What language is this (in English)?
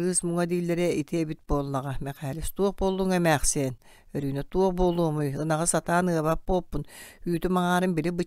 Yakut